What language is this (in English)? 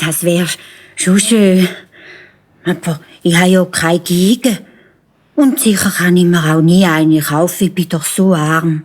Swiss German